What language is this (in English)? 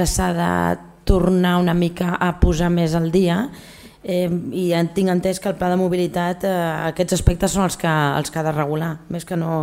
Catalan